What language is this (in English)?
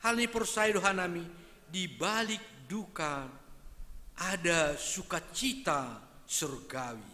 Batak Simalungun